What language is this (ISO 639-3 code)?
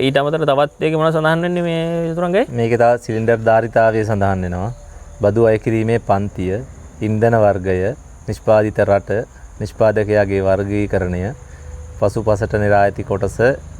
sin